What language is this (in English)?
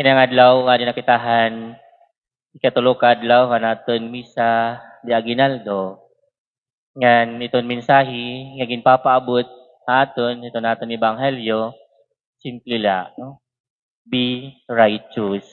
Waray